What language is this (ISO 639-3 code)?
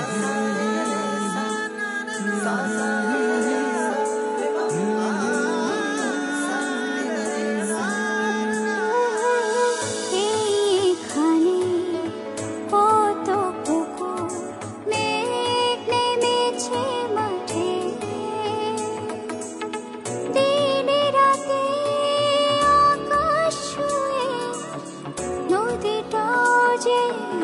ben